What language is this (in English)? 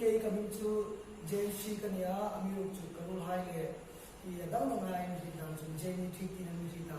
Hmar